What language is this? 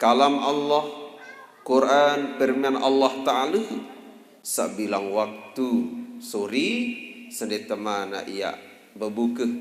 Sasak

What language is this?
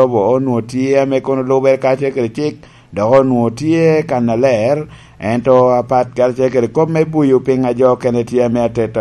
Lango (Uganda)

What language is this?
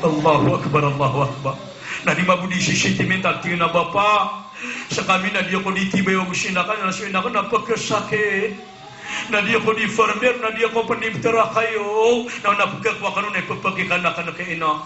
Maranao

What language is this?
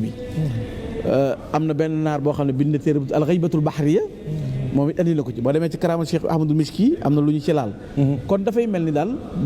Wolof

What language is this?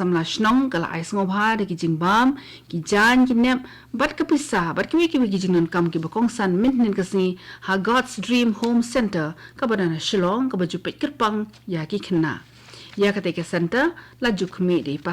Khasi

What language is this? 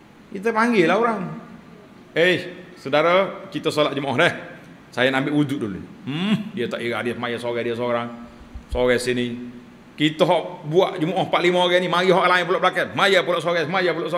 Malay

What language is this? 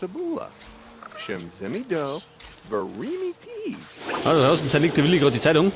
Bavarian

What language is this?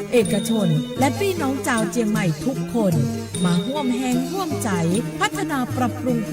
Lahu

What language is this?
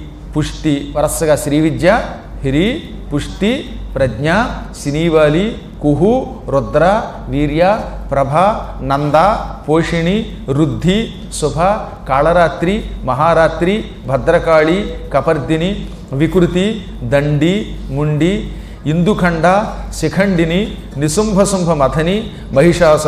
Telugu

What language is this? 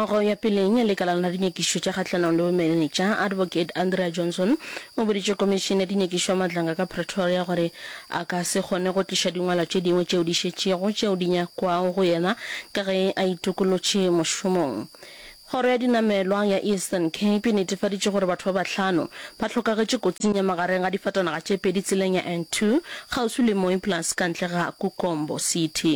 Northern Sotho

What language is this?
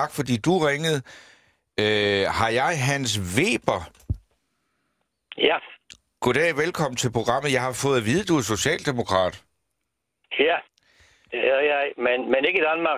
Danish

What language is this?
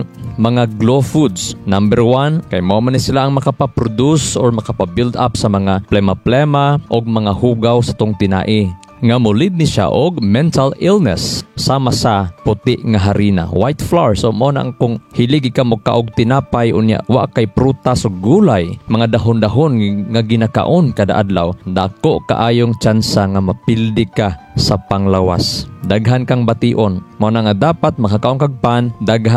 Cebuano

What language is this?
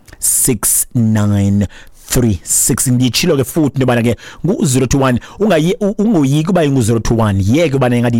Xhosa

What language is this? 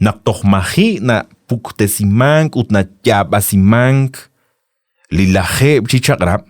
Kekchí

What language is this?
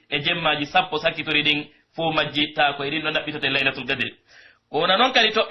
Pular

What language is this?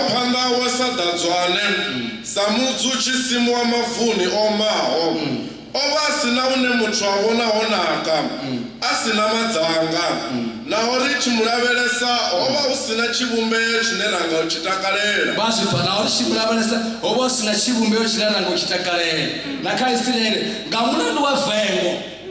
Venda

